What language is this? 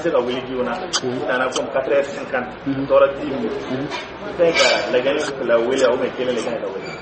Dyula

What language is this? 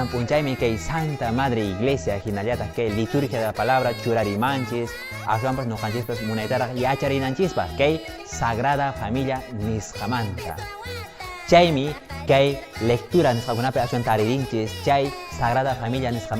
Quechua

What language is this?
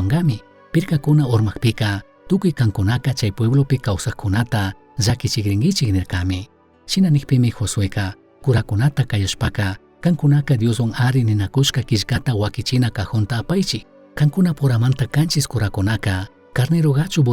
Chimborazo Highland Quichua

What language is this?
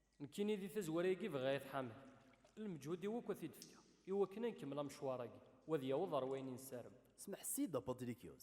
Kabyle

